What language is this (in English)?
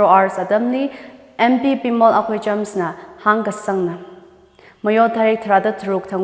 Tangkhul Naga (India)